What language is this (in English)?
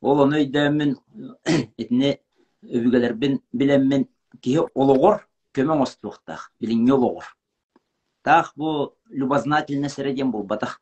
Yakut